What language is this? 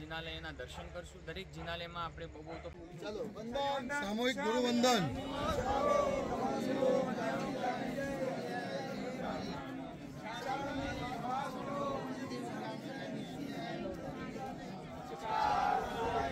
Gujarati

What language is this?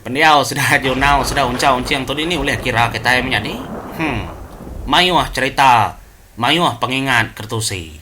Iban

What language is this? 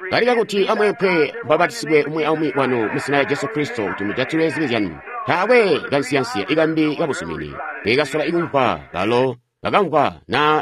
Tonga (Zambia)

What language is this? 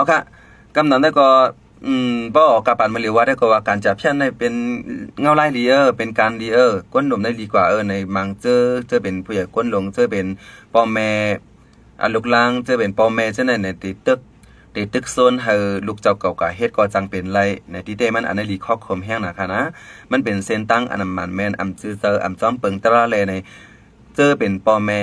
Shan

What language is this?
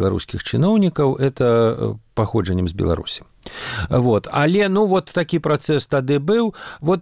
Belarusian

